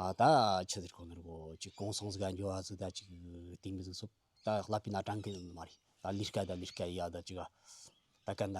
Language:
Tibetan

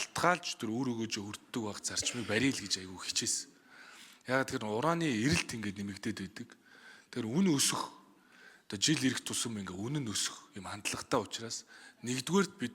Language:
Mongolian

